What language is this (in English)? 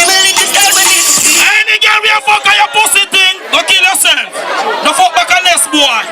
Jamaican Creole English